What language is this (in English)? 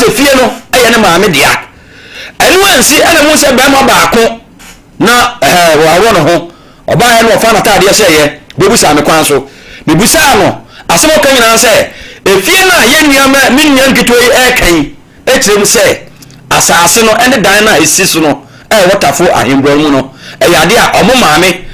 Akan